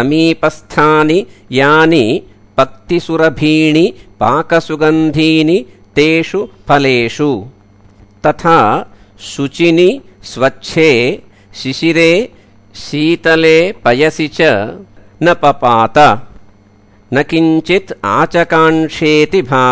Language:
Sanskrit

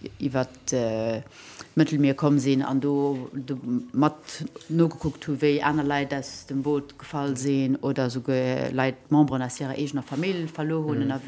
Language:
Luxembourgish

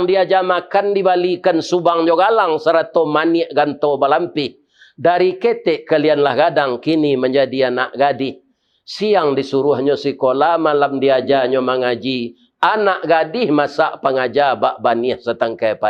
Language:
Minangkabau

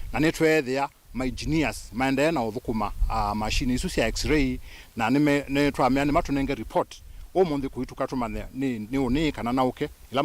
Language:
Kamba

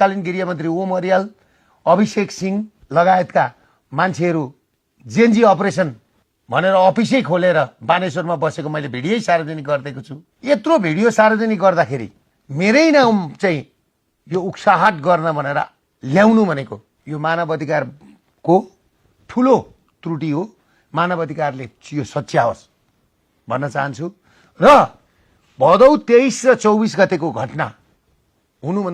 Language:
Nepali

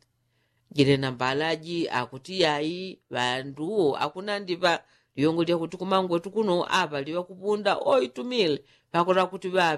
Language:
Yao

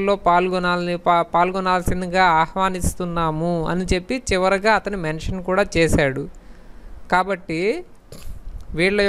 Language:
Telugu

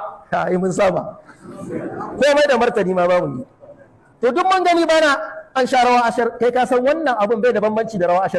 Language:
Hausa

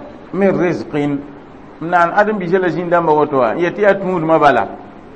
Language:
Mossi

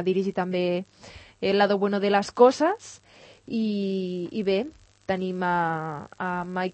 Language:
Catalan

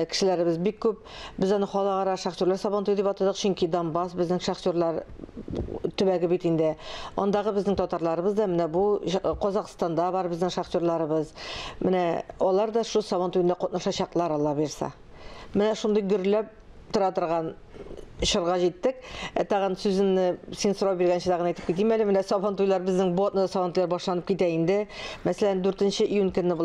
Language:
Tatar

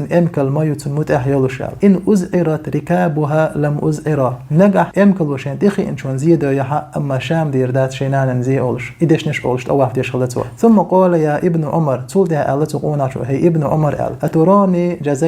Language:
Chechen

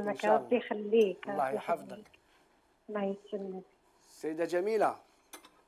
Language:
Algerian Arabic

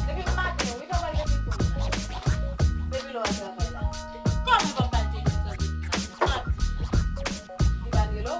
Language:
Haitian Creole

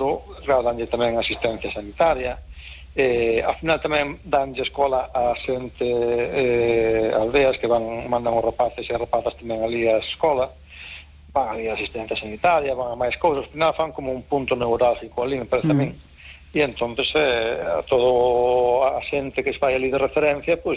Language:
Galician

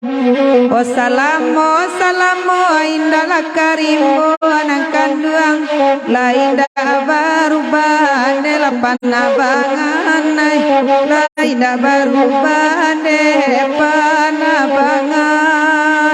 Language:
Minangkabau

